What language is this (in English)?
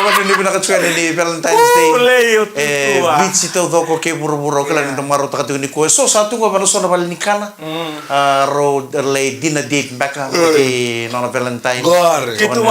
Fijian